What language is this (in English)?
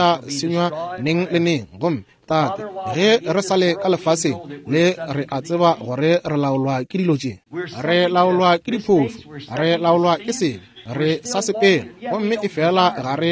Northern Sotho